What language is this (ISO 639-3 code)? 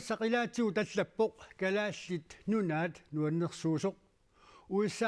kal